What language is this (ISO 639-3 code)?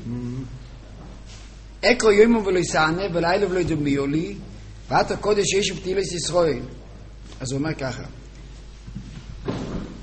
heb